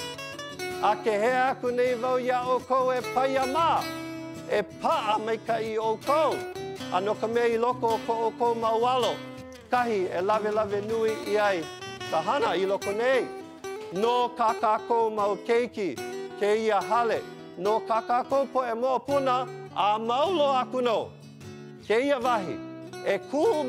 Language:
Hawaiian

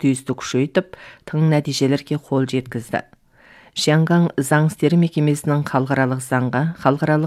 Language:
Kazakh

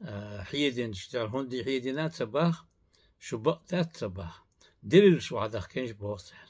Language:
Chechen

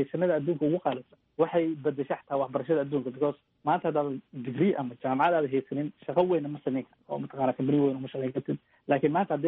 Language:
Somali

